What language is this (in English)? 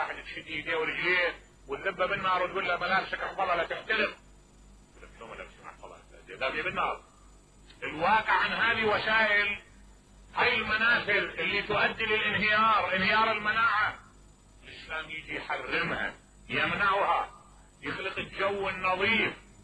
Mesopotamian Arabic